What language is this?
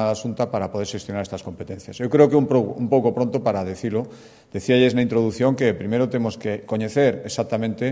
Galician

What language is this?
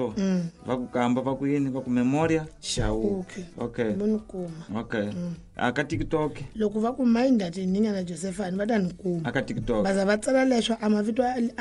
Tsonga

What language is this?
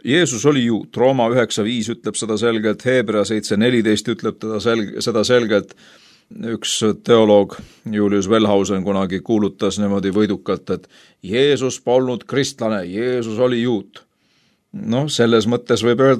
Estonian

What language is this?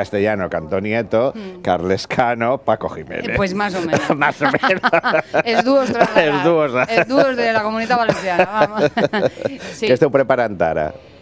Catalan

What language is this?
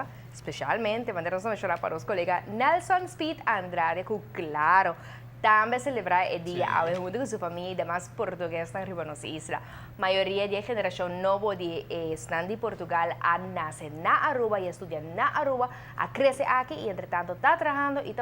Papiamento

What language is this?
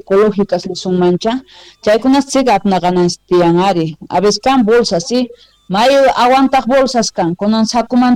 South Bolivian Quechua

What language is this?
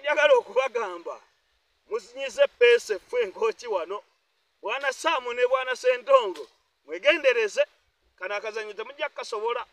Ganda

